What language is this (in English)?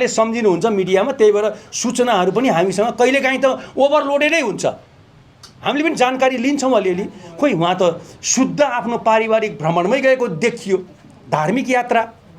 Nepali